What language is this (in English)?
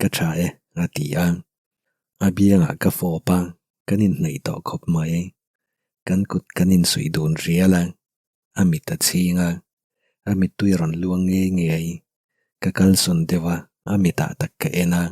Mizo